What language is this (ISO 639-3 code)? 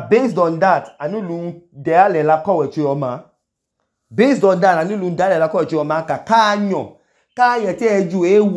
idu